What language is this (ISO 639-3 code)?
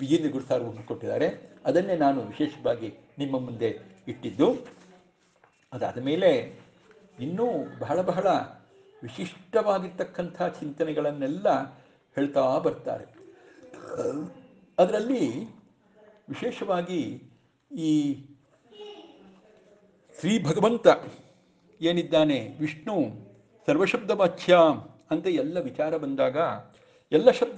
kan